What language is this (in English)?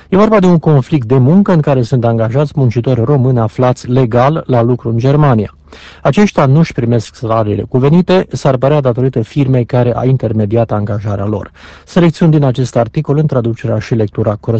Romanian